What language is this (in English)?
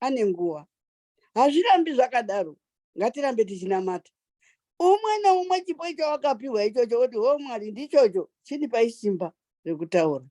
Shona